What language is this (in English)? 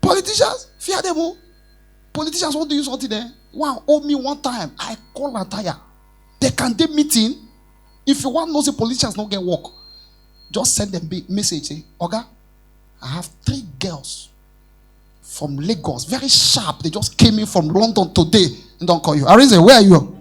Nigerian Pidgin